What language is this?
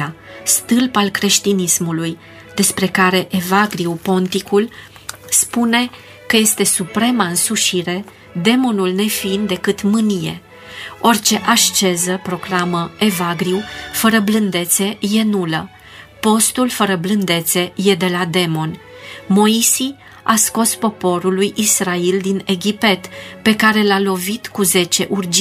Romanian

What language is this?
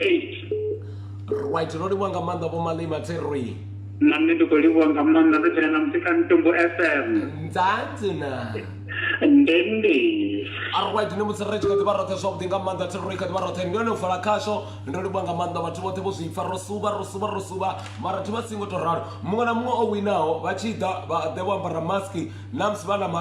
Venda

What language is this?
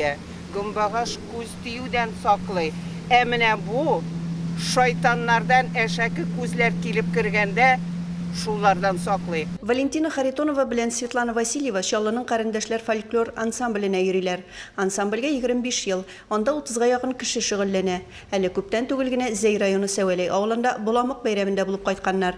Tatar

